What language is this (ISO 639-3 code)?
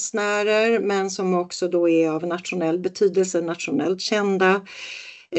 swe